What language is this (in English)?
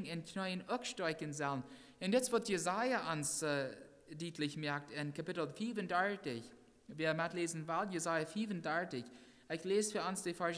Plautdietsch